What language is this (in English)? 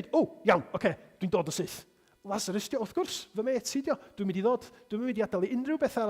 Welsh